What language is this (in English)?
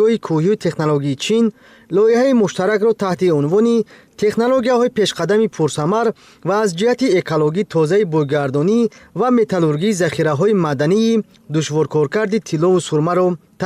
Tajik